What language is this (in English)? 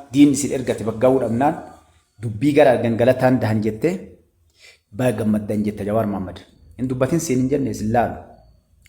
Oromo